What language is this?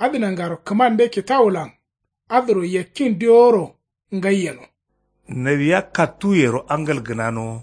Kanuri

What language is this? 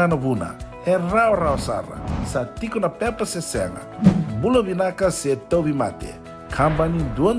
Fijian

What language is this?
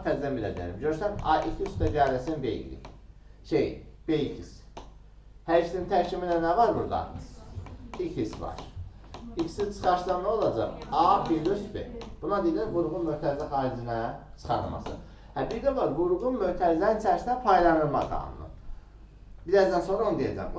Azerbaijani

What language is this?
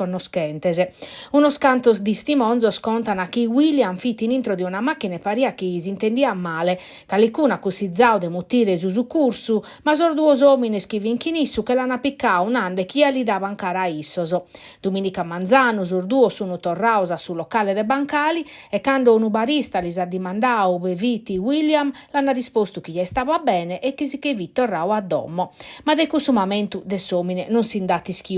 Sardinian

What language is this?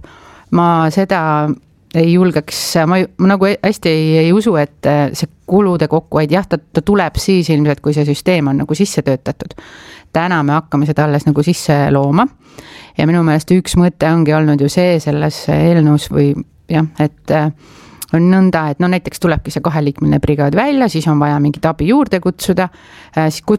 Estonian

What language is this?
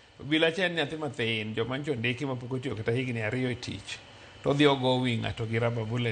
Luo (Kenya and Tanzania)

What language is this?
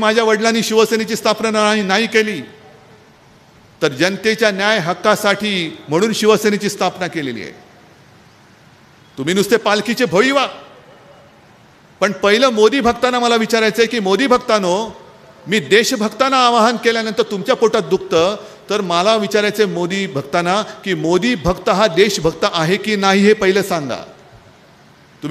Marathi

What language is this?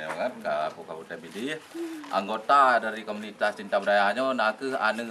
Achinese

